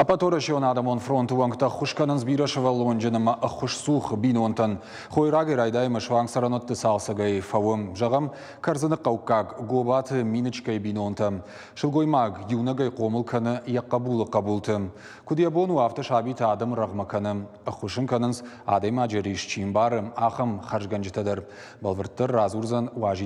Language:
Ossetic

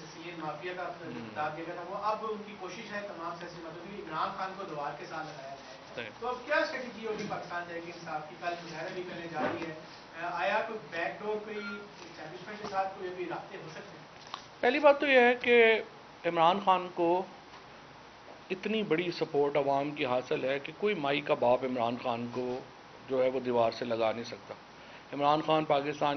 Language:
Urdu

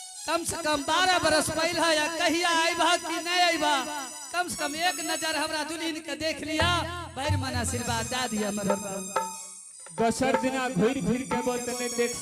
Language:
Angika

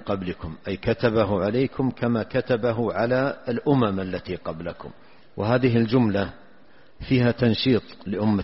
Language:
Arabic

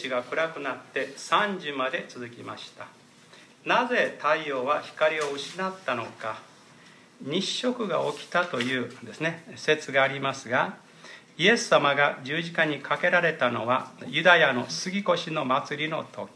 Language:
Japanese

